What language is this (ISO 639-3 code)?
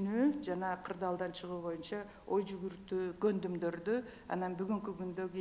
kir